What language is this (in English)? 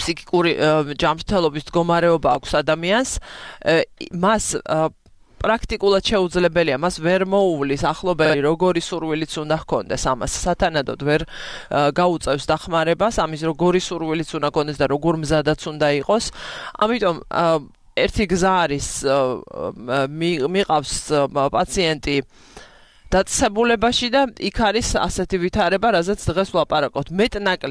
Georgian